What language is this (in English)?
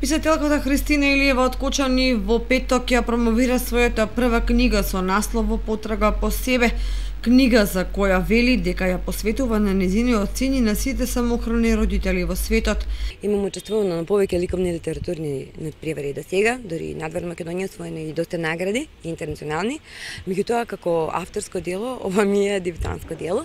Macedonian